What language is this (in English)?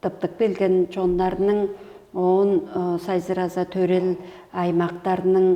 Tuvinian